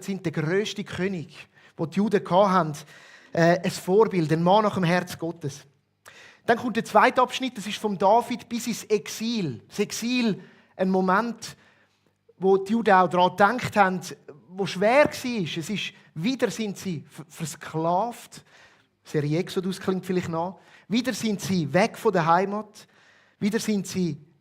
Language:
Swiss German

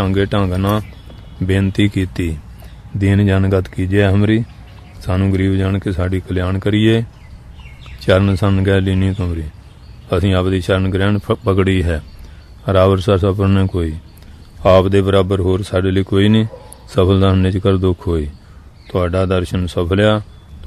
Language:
Punjabi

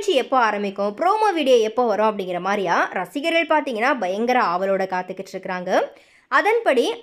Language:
Tamil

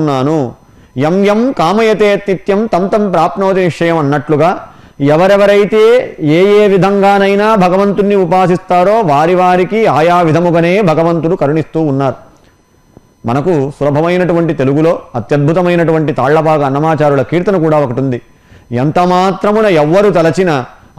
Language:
Telugu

